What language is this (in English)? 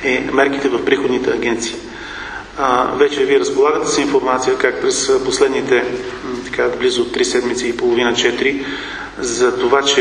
Bulgarian